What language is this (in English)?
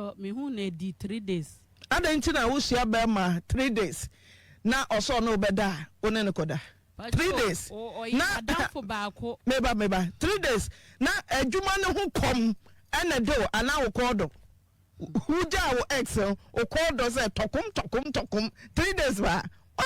Akan